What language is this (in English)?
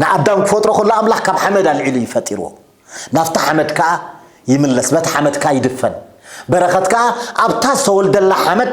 Tigrinya